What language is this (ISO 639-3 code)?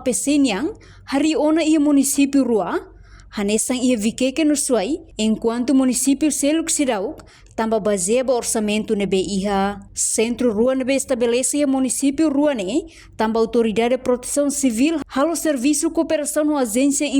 tet